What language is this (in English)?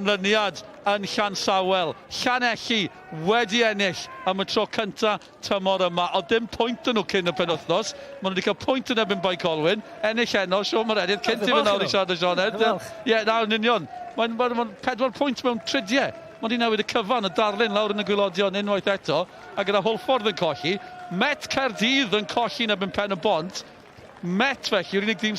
Welsh